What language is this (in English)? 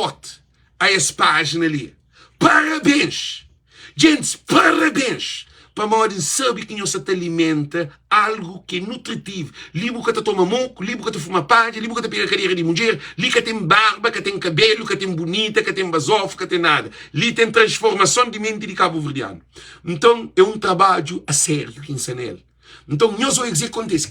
Kabuverdianu